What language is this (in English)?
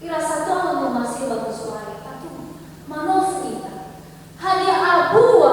Nias